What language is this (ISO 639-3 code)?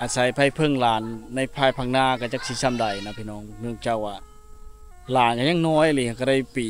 lao